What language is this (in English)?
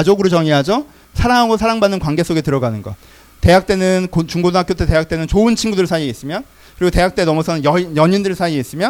Korean